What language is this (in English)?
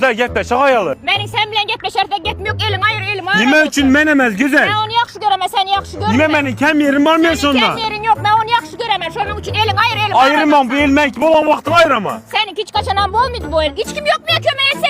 Turkmen